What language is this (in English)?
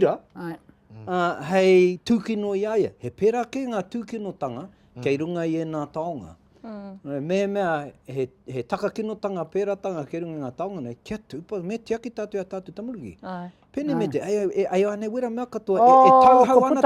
Māori